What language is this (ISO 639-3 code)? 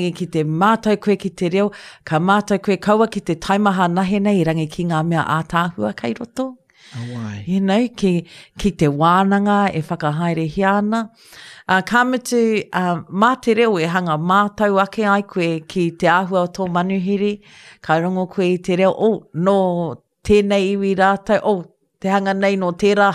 mri